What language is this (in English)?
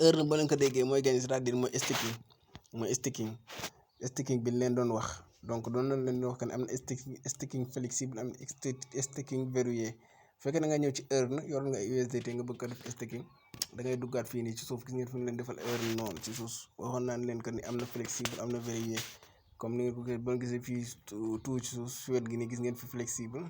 Wolof